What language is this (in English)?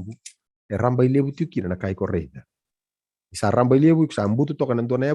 Fijian